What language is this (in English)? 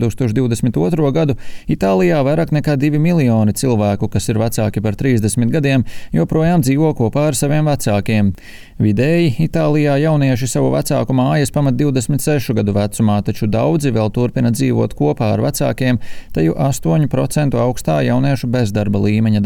Latvian